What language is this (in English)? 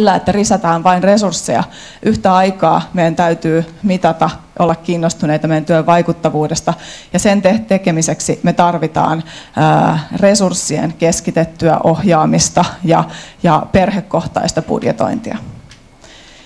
Finnish